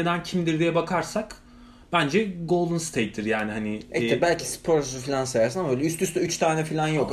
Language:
Turkish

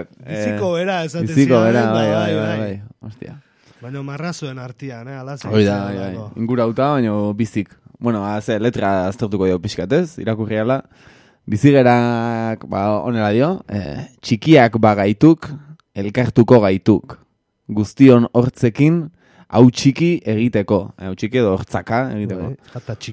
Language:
Basque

